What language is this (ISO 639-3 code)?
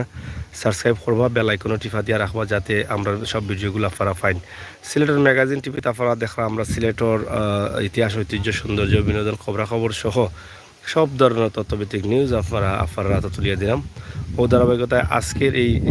syl